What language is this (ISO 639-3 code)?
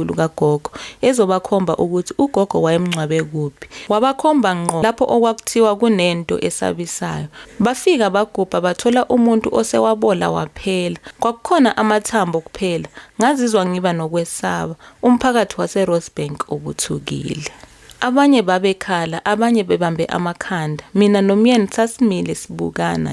zul